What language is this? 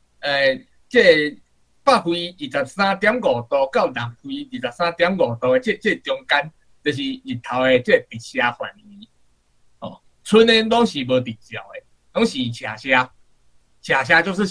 Min Nan Chinese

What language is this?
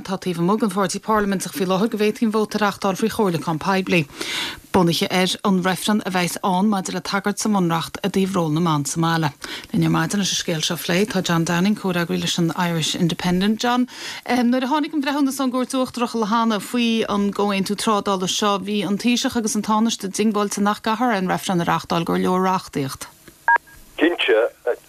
Irish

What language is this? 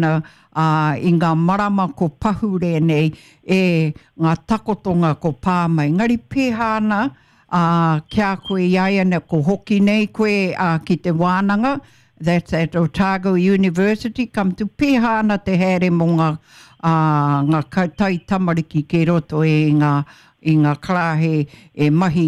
Māori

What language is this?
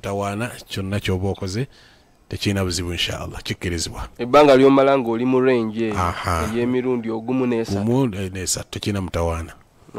Ganda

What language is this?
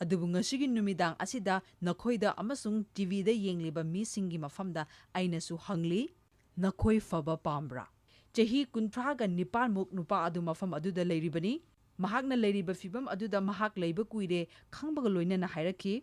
Manipuri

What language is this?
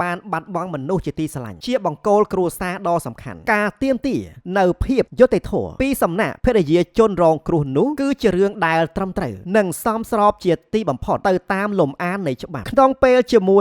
Khmer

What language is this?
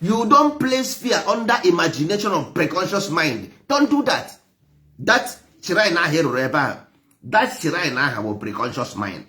Igbo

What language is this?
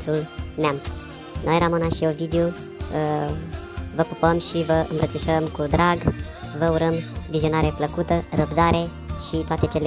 Romanian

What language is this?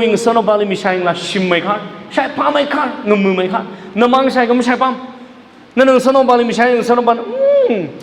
Tangkhul Naga (India)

